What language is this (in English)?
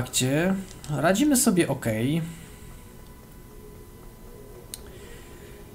Polish